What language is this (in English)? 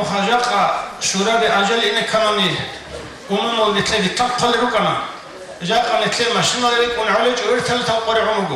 Avaric